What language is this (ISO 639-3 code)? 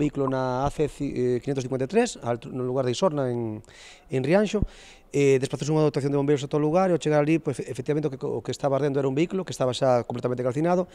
glg